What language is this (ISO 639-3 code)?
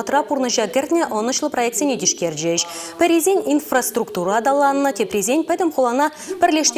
chv